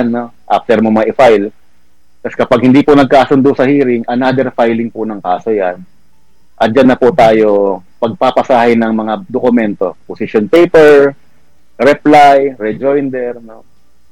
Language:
Filipino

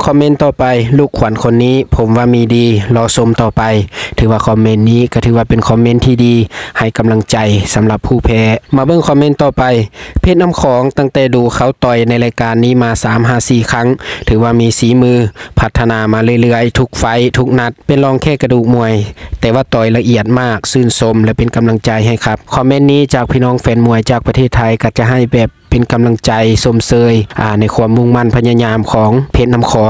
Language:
Lao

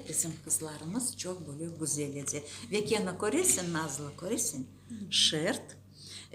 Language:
Crimean Tatar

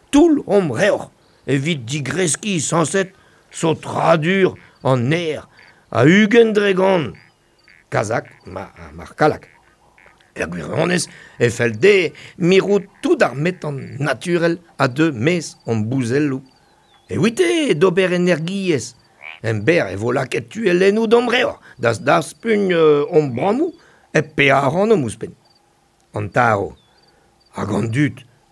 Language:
Breton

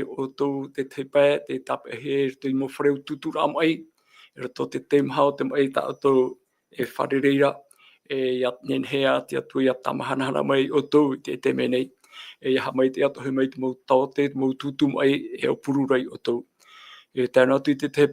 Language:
Tahitian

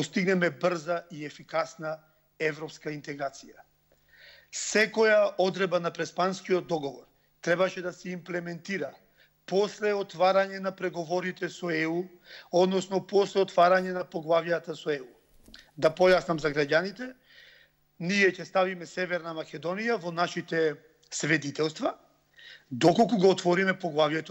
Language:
Macedonian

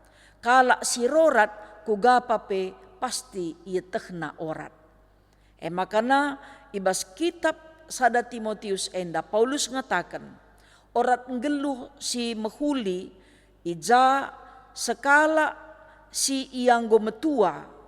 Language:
Batak Karo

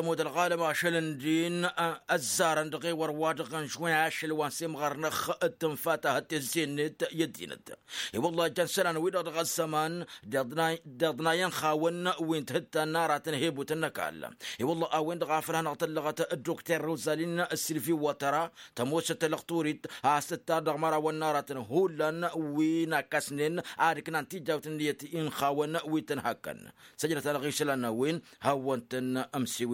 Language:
Tamasheq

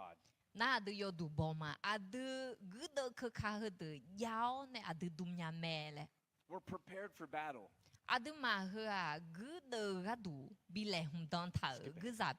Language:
Akha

